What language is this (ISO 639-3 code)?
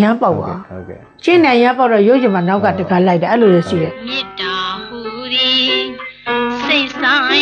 mya